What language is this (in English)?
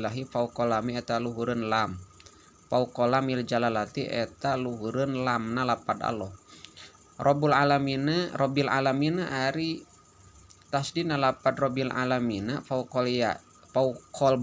Sundanese